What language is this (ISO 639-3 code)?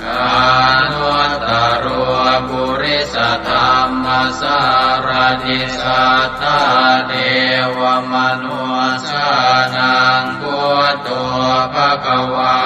pli